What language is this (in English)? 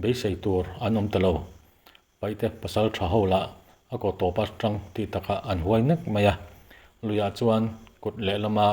Mizo